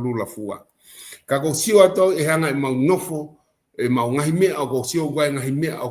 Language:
Tongan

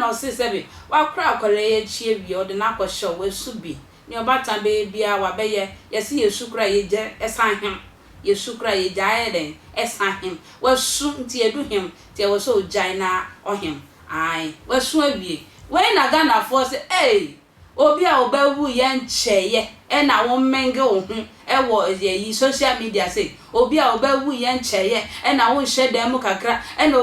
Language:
Akan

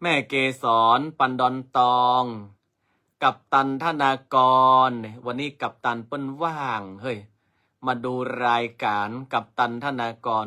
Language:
Northern Thai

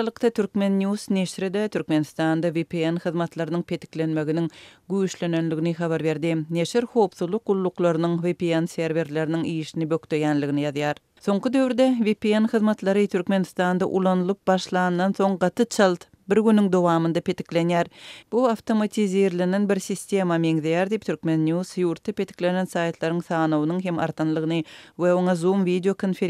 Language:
Turkmen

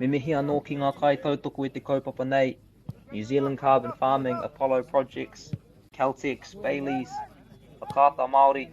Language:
Māori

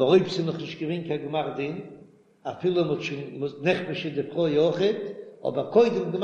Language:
Yiddish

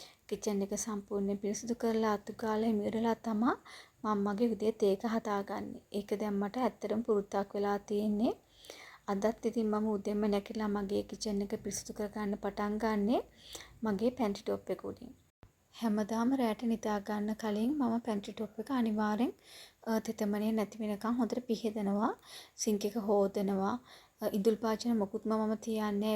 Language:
Sinhala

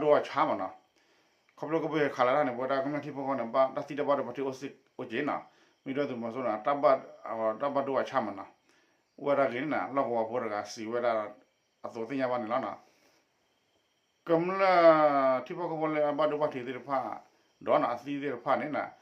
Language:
S'gaw Karen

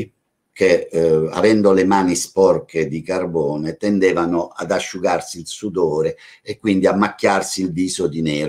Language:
Italian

